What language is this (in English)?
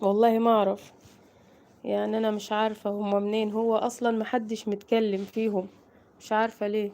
Egyptian Arabic